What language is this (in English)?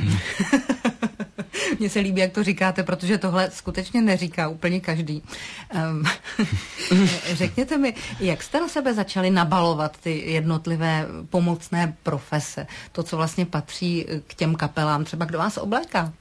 Czech